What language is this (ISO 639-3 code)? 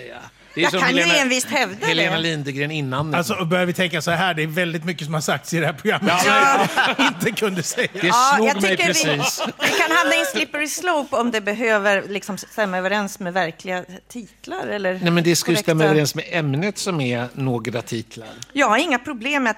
swe